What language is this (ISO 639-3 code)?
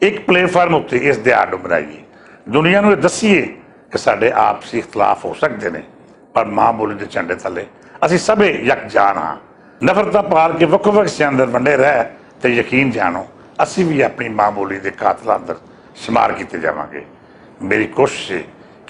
lah